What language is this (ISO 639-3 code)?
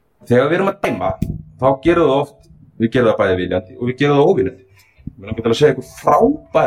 isl